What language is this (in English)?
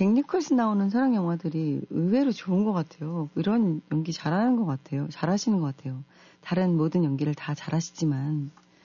Korean